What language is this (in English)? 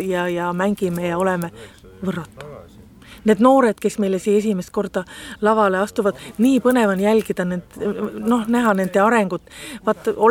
Estonian